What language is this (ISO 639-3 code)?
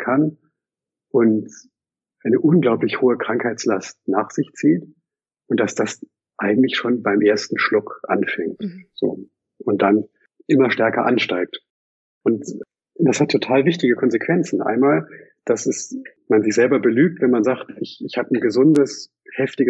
deu